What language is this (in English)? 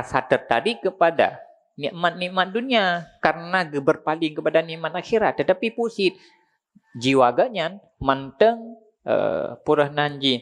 Achinese